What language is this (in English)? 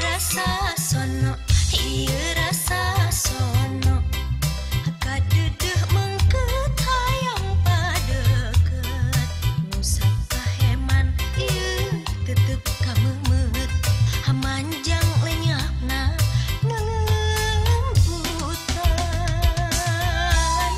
Sundanese